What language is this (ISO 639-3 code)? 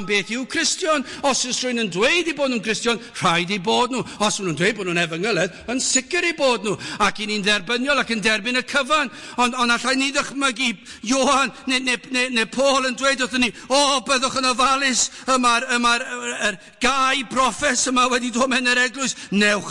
cym